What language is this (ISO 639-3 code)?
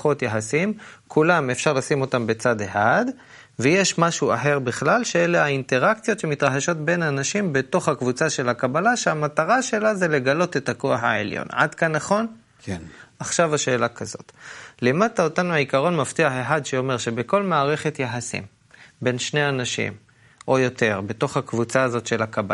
heb